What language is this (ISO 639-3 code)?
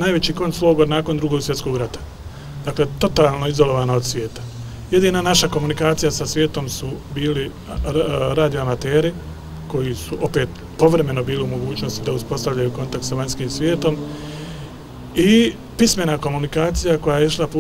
bos